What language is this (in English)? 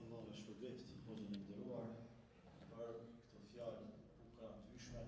Albanian